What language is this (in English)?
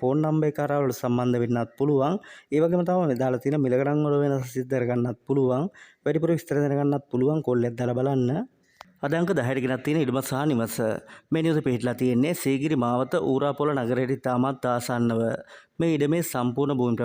Sinhala